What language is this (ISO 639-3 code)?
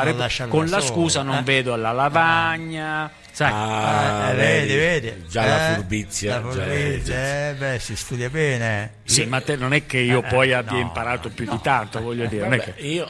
ita